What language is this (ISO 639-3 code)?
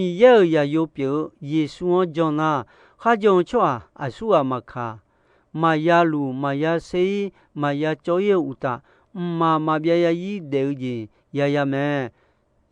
ahk